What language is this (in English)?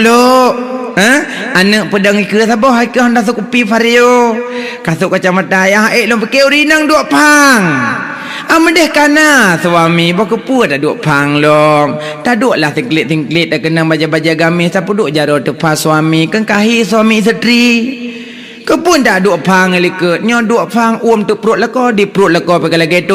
Achinese